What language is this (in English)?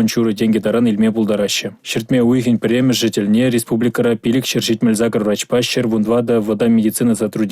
Chuvash